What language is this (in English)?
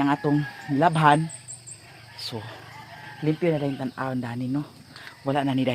Cebuano